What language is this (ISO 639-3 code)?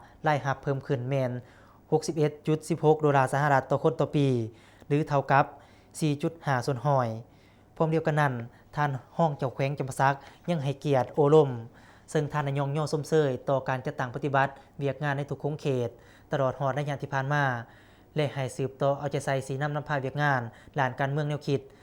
lao